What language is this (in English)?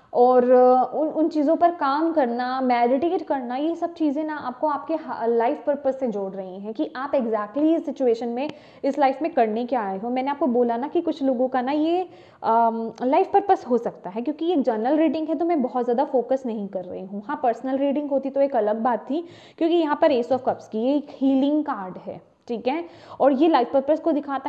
Hindi